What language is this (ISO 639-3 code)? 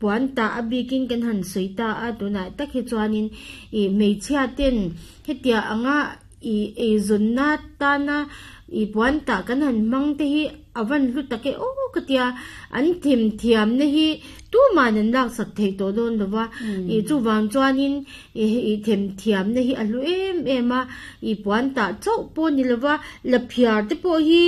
lus